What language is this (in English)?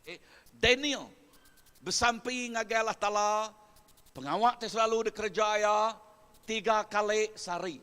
Iban